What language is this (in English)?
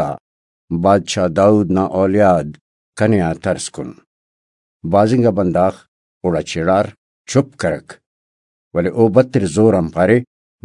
Brahui